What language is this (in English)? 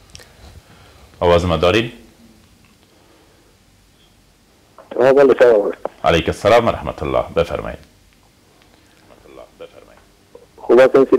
Persian